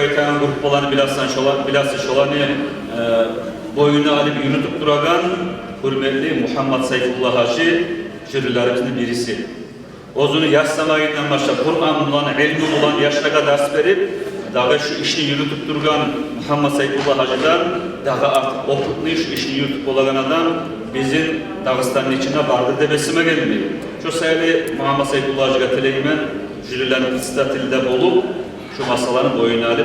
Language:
Kumyk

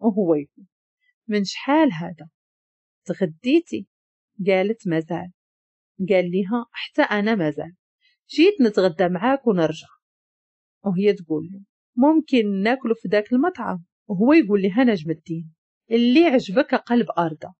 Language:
Moroccan Arabic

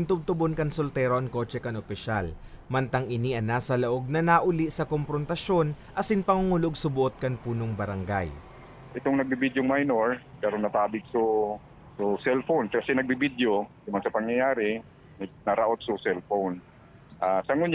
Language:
Bikol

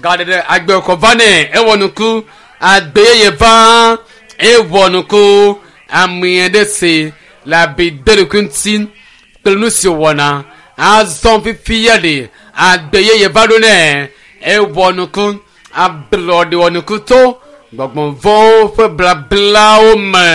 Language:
Ewe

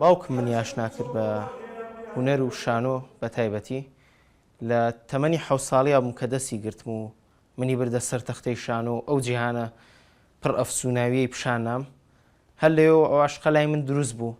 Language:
Central Kurdish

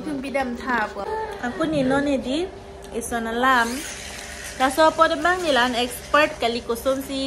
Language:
Karbi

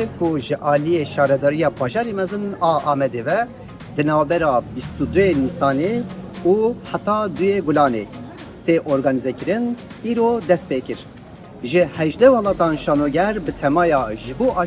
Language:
Kurdish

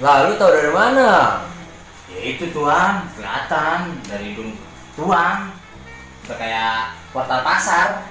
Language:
Betawi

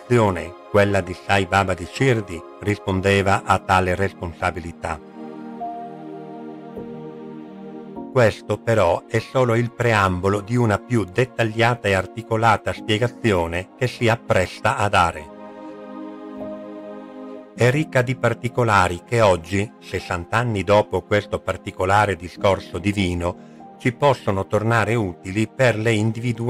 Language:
Italian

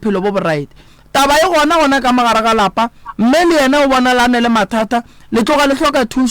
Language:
Northern Sotho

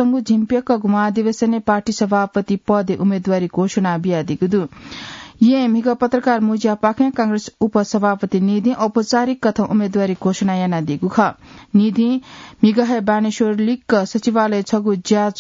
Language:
Newari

